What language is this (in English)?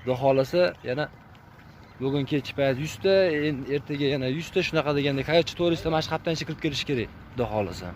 Uzbek